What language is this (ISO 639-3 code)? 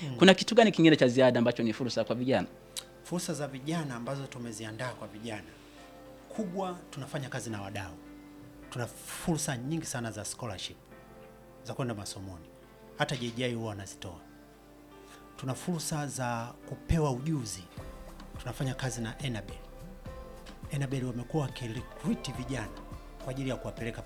swa